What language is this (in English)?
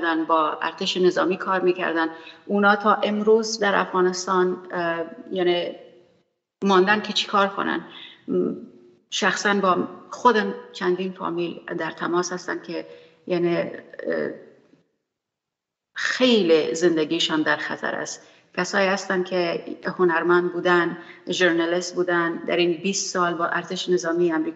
Persian